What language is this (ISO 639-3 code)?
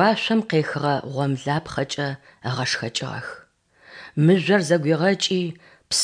ady